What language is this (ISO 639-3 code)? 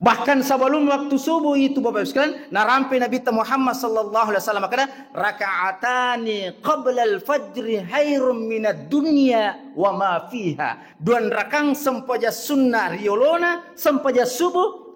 bug